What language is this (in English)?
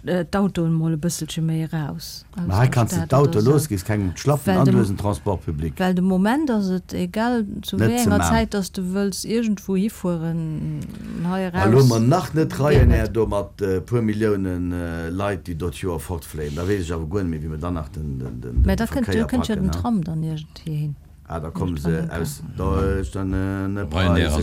Luxembourgish